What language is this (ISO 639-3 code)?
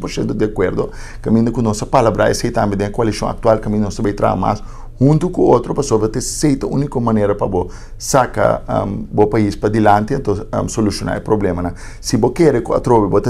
pap